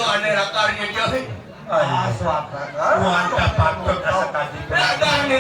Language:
Balinese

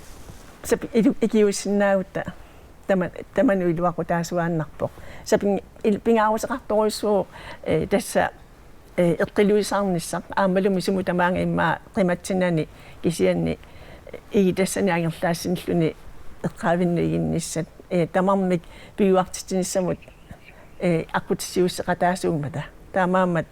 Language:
Kalaallisut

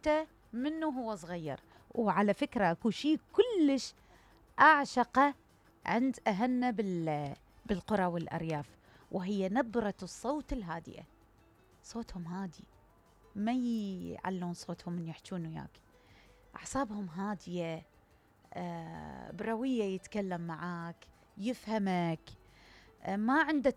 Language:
Mesopotamian Arabic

